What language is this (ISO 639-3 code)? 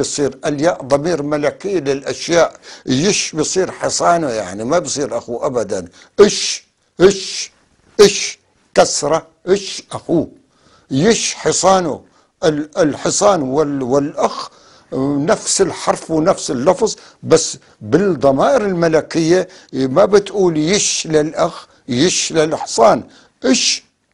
apc